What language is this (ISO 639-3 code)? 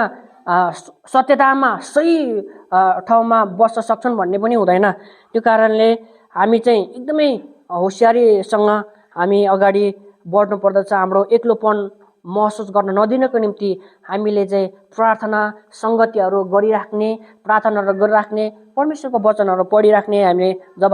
nep